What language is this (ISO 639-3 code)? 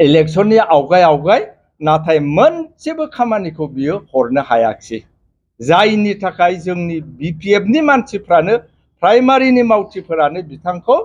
brx